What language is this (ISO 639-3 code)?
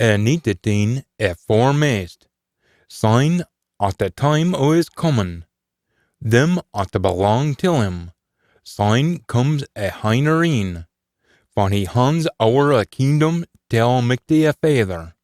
sco